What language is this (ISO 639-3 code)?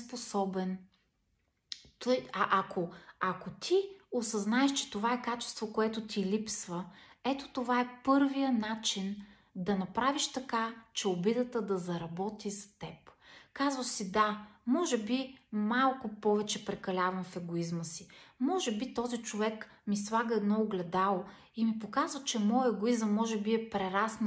bul